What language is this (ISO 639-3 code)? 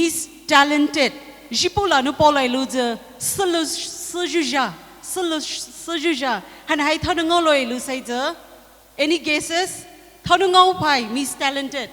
pmx